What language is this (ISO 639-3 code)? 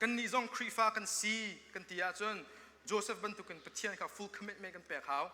cnh